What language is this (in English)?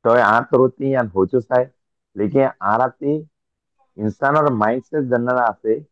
Rohingya